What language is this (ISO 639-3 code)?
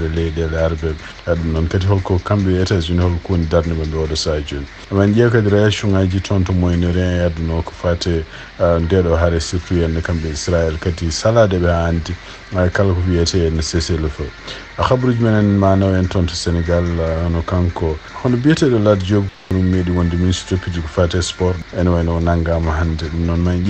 ful